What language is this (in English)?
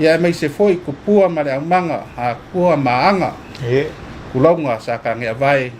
Samoan